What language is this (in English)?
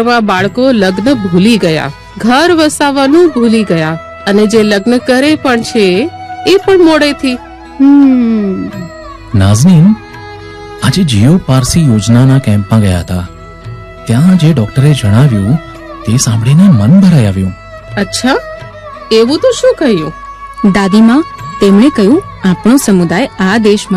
Gujarati